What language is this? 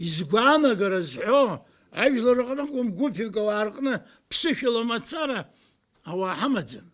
Abkhazian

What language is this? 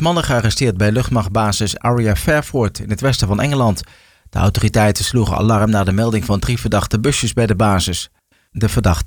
Dutch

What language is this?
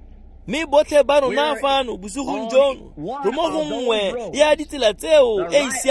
Tswana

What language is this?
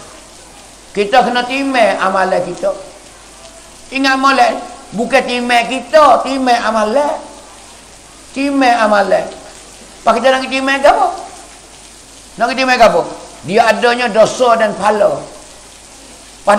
Pattani Malay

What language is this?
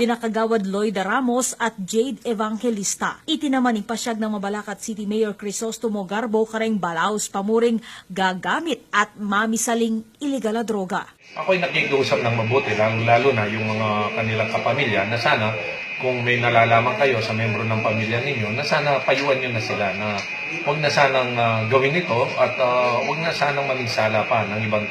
Pampanga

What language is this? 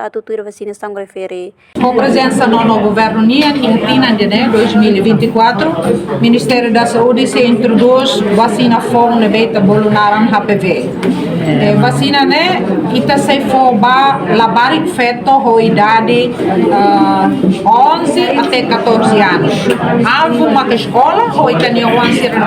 Tetum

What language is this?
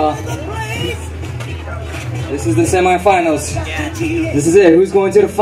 English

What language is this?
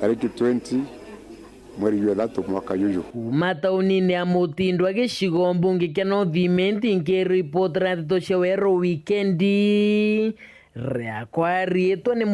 Meru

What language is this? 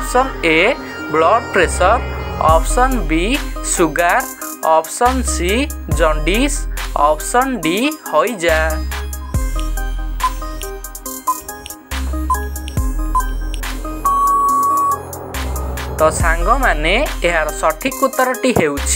Odia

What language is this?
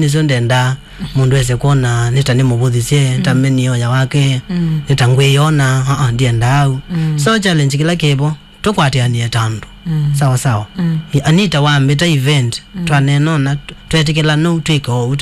Kamba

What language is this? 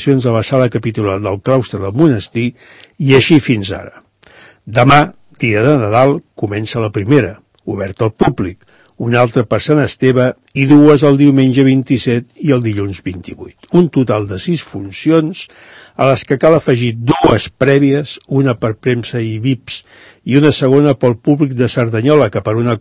Catalan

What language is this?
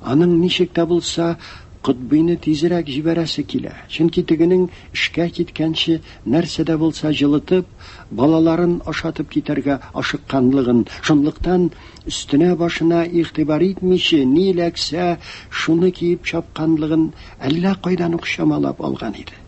Tatar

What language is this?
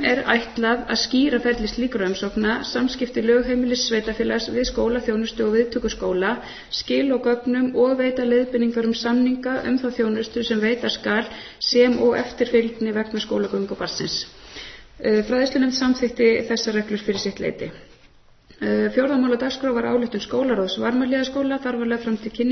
Icelandic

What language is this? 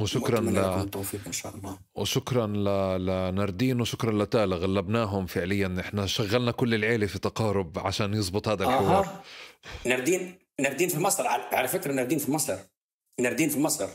North Levantine Arabic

